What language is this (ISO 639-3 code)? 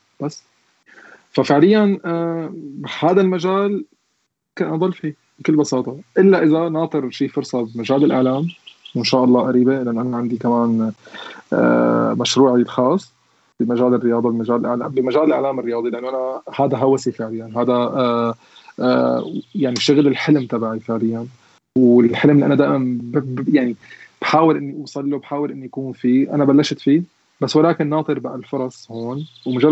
apc